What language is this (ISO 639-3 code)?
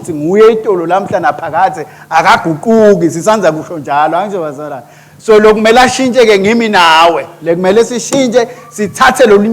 ssw